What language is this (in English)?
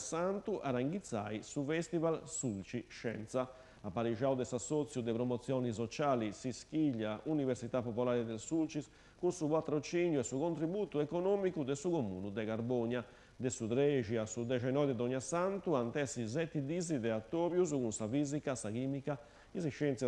Sardinian